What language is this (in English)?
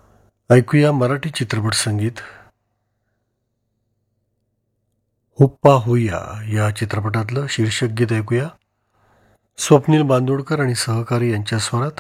Marathi